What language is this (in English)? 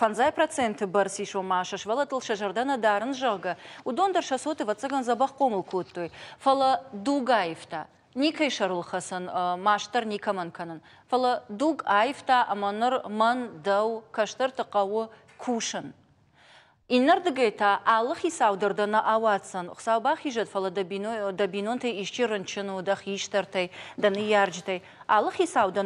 Ossetic